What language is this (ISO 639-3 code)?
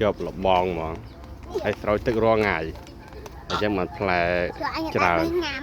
khm